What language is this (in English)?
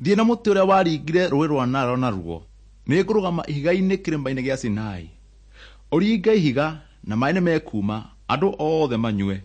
Kikuyu